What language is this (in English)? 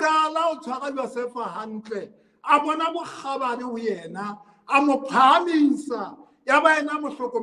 Southern Sotho